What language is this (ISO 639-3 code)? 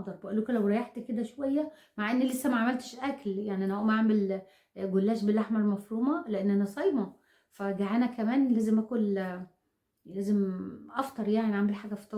arz